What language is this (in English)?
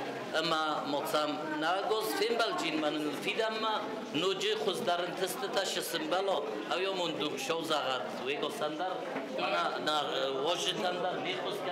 Ossetic